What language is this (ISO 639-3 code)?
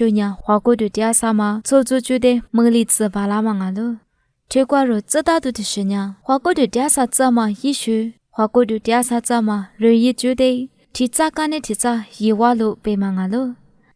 lis